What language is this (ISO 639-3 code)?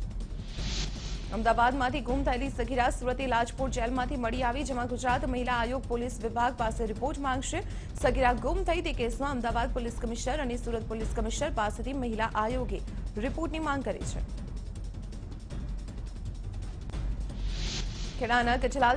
guj